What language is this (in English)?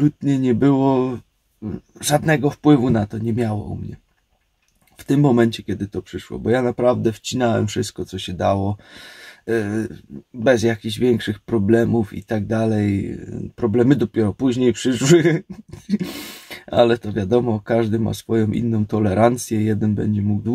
Polish